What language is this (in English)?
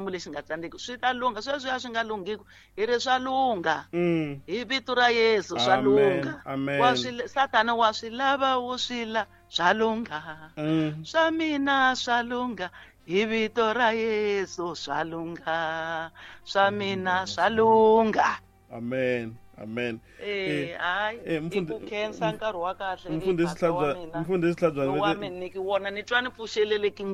Tsonga